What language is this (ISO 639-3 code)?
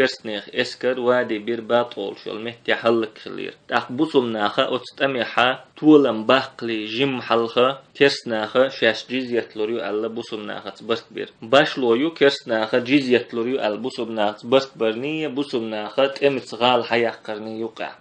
che